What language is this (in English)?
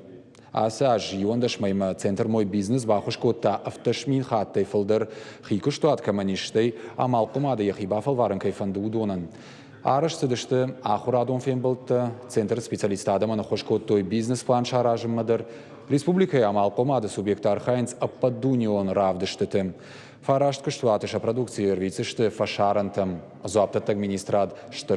Ossetic